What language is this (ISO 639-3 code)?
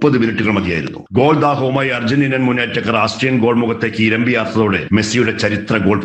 mal